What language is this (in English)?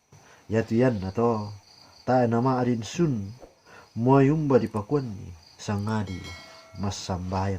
Toraja-Sa'dan